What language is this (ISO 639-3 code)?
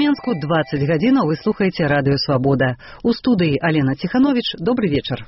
bel